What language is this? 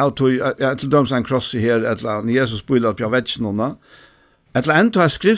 Faroese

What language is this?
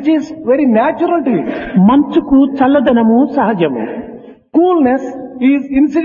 Telugu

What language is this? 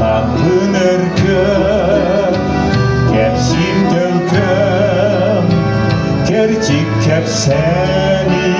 Yakut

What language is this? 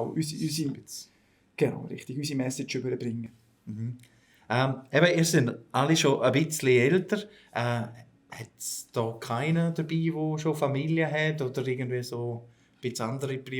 Swiss German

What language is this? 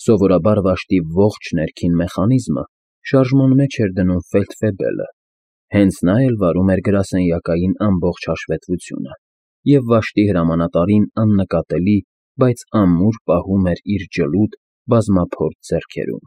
Armenian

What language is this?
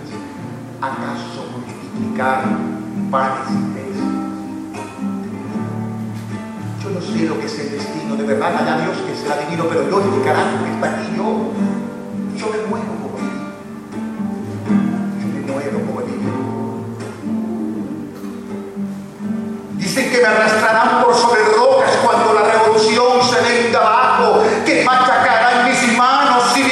Spanish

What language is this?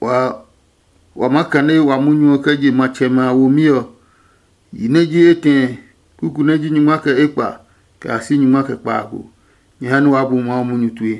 Adangme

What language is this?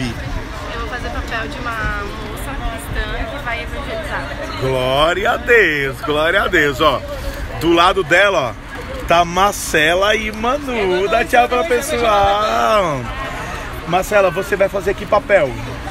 Portuguese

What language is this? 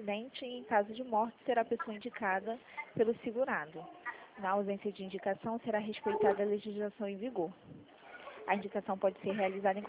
Portuguese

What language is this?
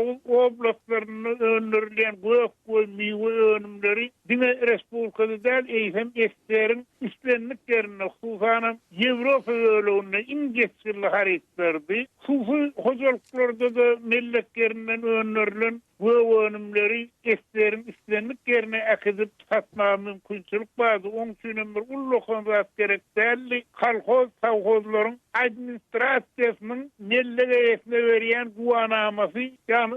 Turkmen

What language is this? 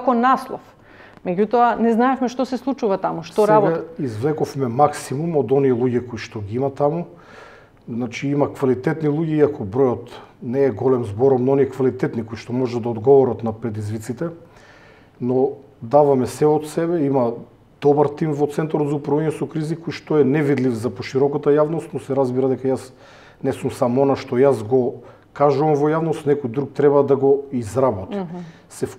Macedonian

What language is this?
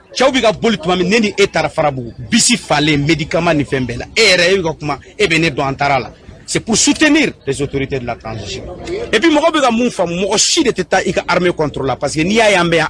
Bambara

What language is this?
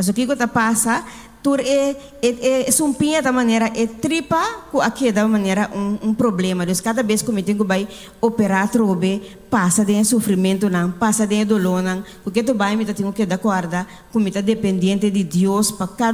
Papiamento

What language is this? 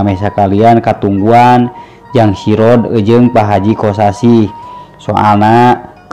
Sundanese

